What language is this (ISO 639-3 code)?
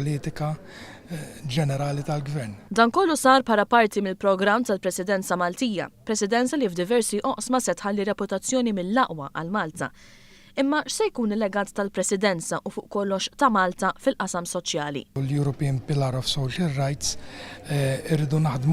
mlt